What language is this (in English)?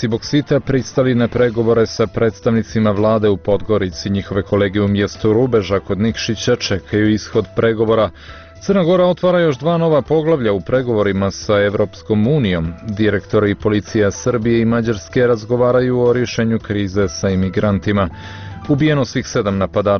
Serbian